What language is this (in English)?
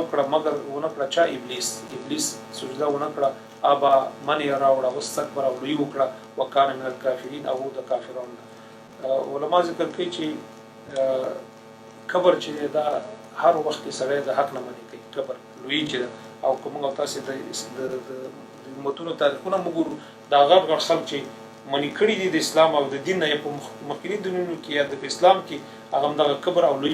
Pashto